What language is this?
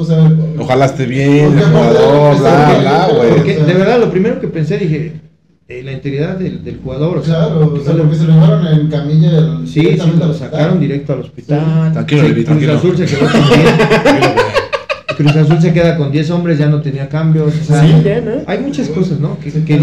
Spanish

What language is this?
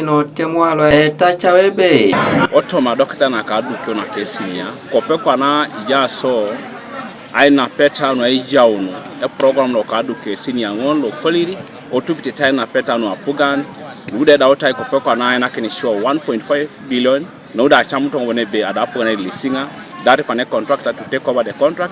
Teso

